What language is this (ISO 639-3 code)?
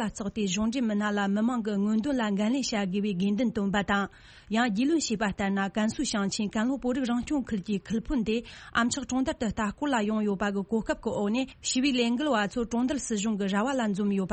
bod